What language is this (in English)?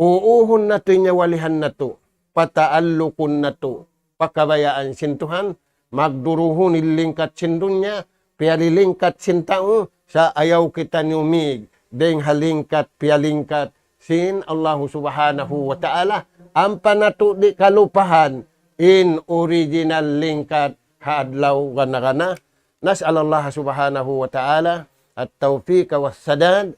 Tausug